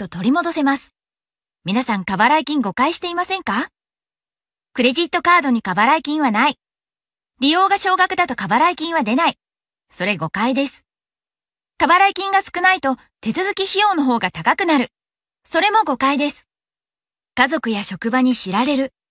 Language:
Japanese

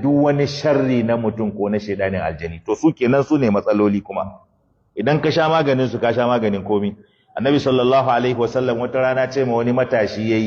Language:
Hausa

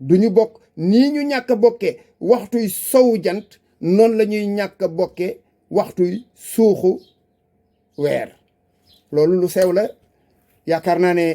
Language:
Wolof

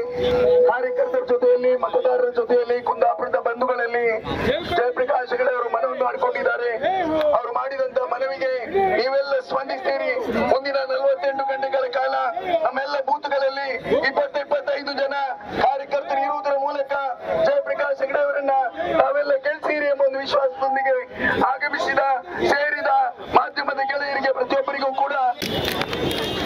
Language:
Kannada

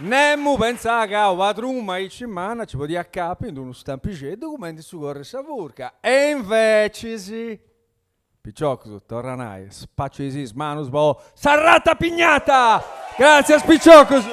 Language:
Sardinian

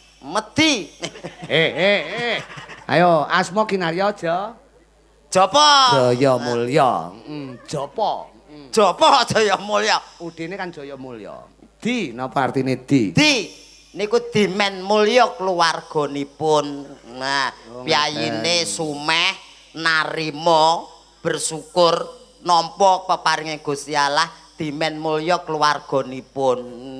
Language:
Javanese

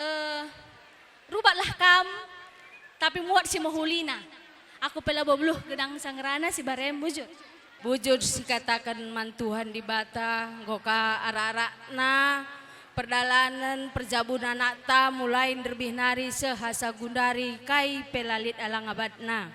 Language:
Batak Karo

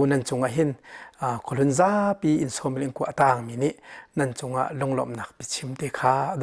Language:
Hakha Chin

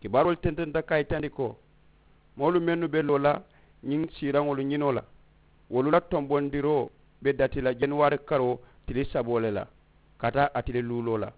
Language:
Mandingo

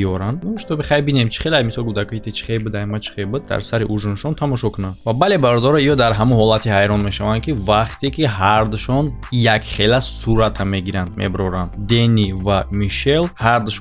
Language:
Tajik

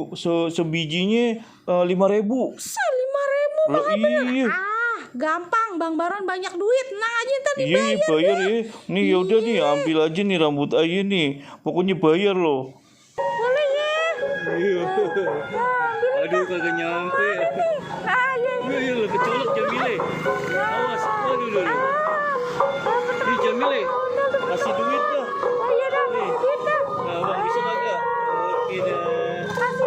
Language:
Betawi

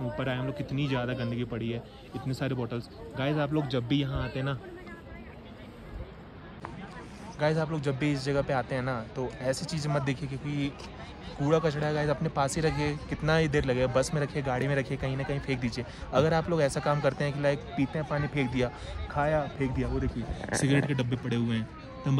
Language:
Hindi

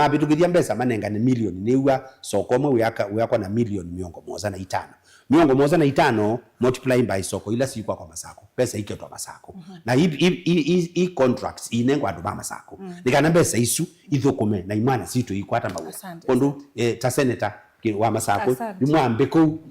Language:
Kamba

